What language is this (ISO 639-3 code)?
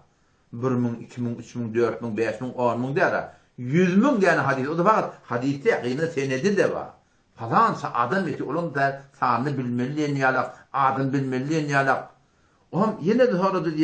tuk